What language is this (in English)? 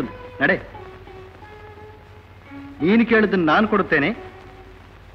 Kannada